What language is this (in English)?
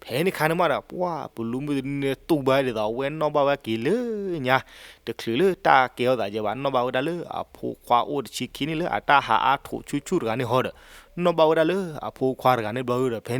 S'gaw Karen